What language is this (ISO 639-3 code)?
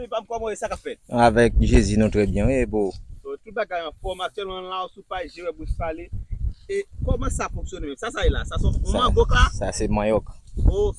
hat